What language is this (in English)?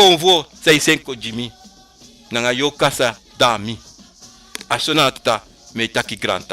Sranan Tongo